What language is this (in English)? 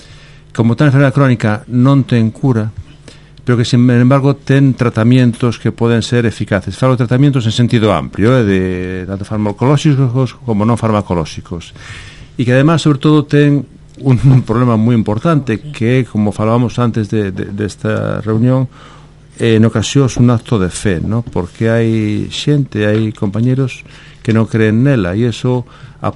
Galician